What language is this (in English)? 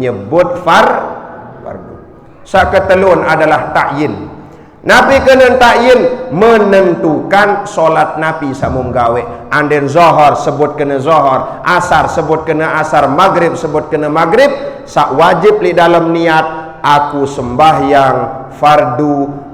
Sasak